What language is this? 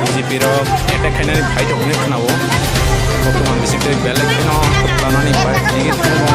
Kok Borok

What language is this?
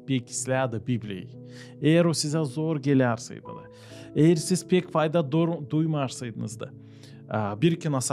Gagauz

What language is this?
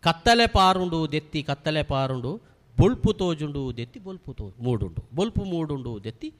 Tulu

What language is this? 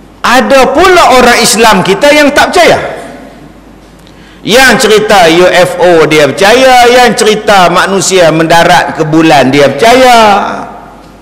Malay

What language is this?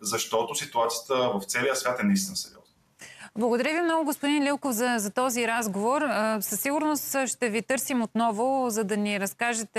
Bulgarian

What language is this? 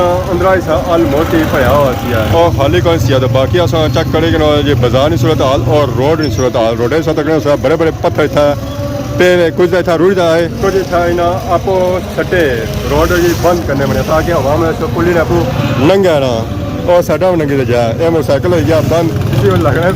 Pahari-Potwari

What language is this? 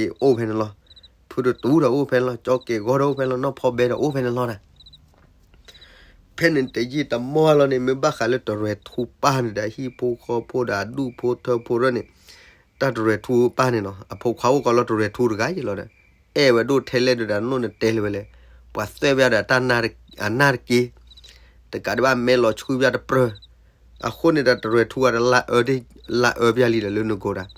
S'gaw Karen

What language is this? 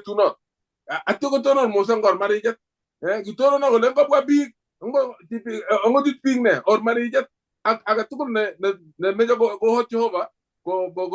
Kalenjin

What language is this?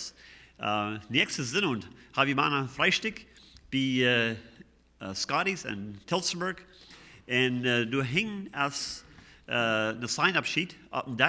Plautdietsch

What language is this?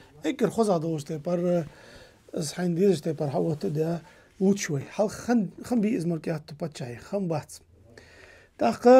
Ingush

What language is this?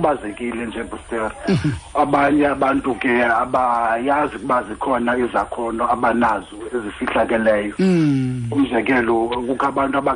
Xhosa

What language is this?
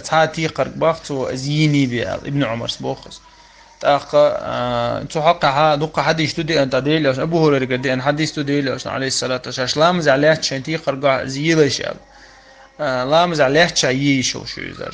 Chechen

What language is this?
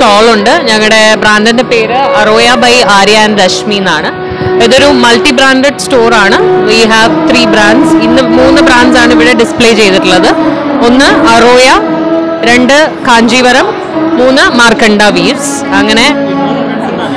Malayalam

